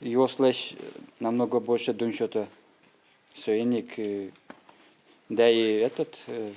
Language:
Udmurt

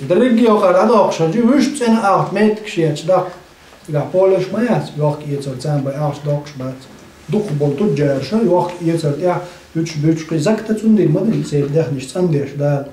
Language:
Chechen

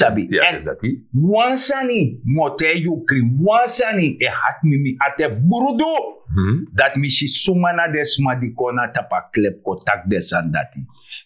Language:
Sranan Tongo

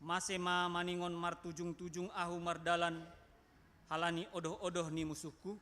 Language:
Batak Simalungun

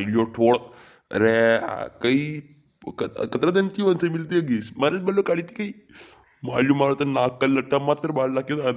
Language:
Rajasthani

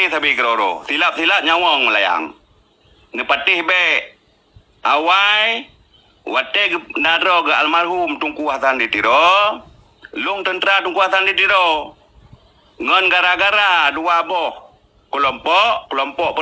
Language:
Achinese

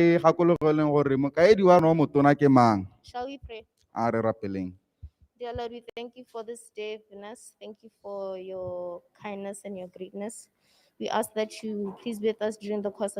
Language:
Tswana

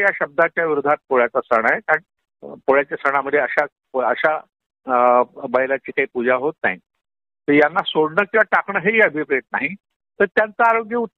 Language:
Marathi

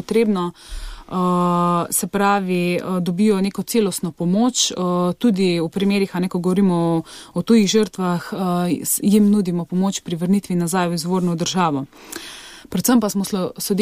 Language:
Slovenian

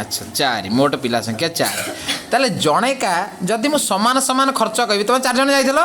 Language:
Odia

